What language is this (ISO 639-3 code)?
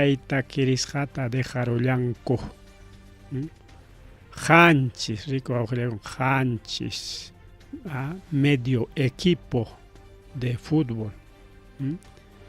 quy